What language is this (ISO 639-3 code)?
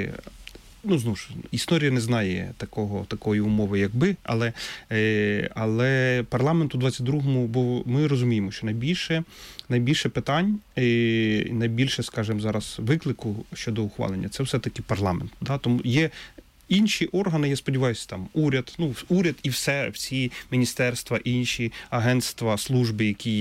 ukr